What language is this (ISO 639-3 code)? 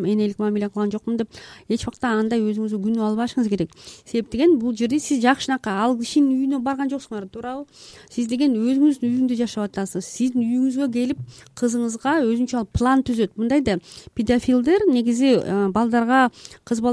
kir